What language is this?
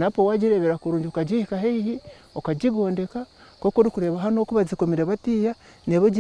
Nyankole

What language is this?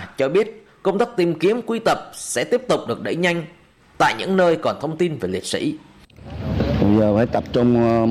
Vietnamese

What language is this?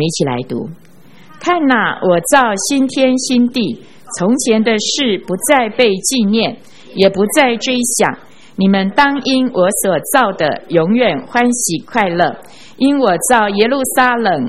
Chinese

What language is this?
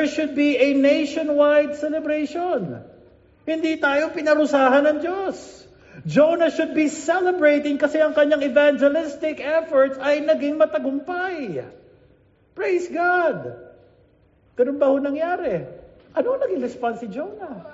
Filipino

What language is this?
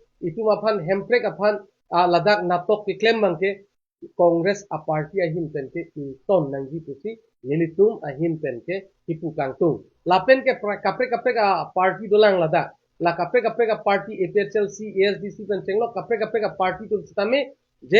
Karbi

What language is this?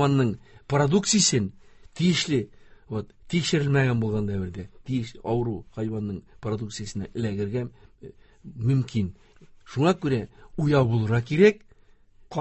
Tatar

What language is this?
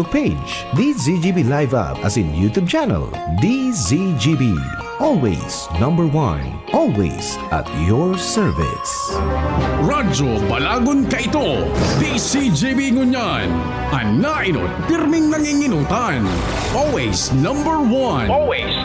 Bikol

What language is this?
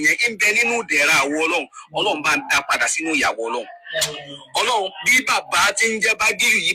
Yoruba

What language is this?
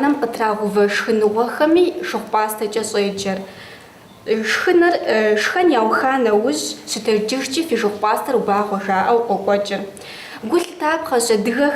Kabardian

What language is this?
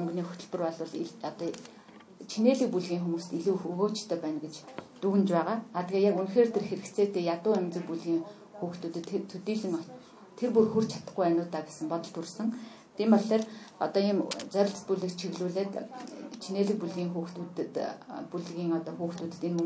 Mongolian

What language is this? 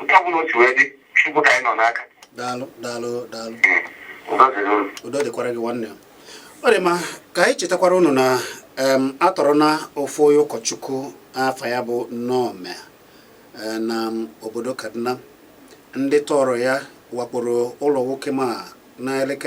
Igbo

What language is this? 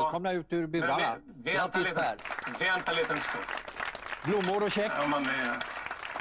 Swedish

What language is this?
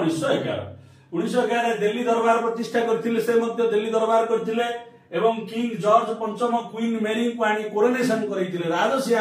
Odia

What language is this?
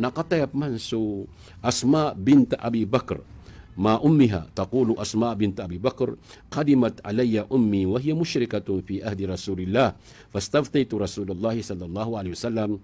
Maranao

